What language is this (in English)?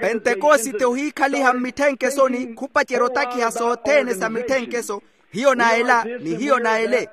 Makhuwa